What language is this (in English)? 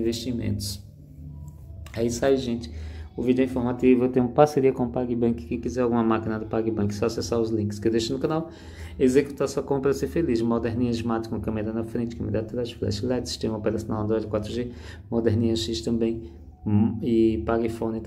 Portuguese